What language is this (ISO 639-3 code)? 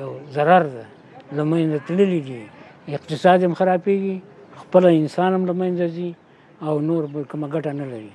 pus